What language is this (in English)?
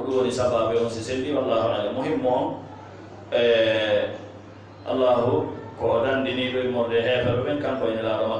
Fula